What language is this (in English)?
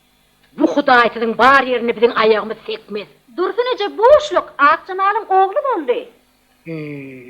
Turkmen